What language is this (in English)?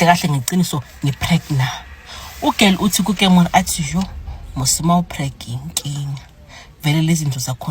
Zulu